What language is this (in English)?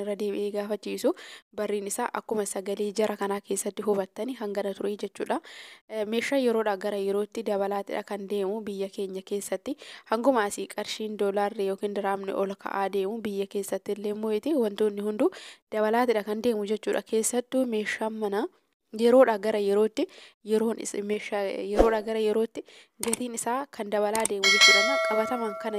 Oromo